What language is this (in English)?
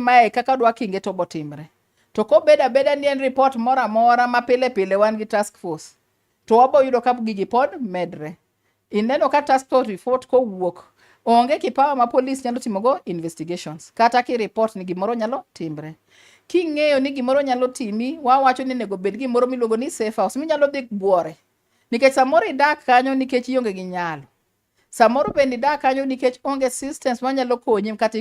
Luo (Kenya and Tanzania)